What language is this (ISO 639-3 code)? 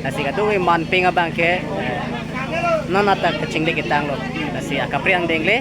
mjw